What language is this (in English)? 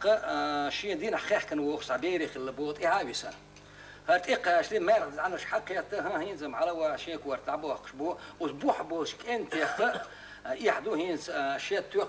Chechen